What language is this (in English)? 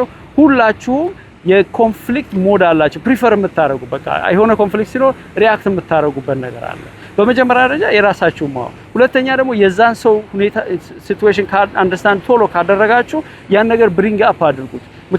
Amharic